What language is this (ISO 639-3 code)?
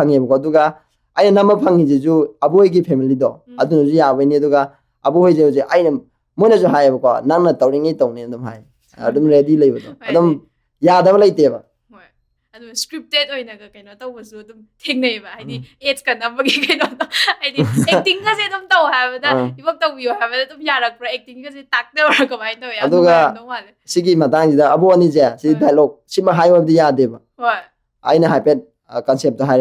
mni